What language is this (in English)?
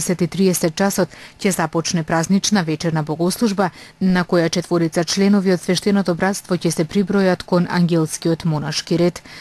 Macedonian